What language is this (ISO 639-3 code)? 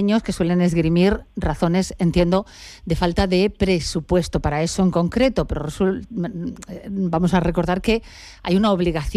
spa